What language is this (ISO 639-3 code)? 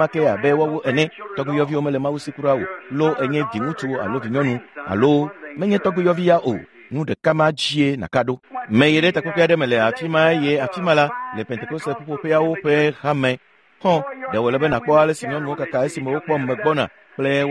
ewe